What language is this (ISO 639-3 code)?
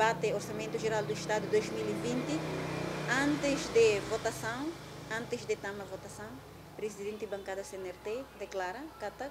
tet